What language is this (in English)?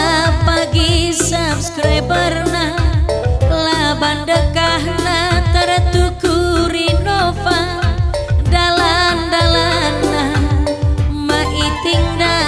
Batak Karo